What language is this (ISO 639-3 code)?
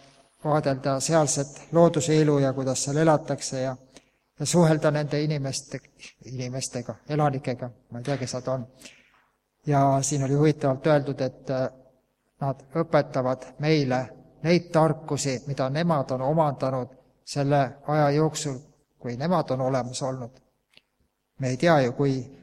est